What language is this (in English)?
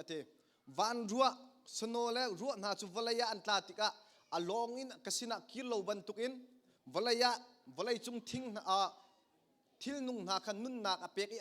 Hakha Chin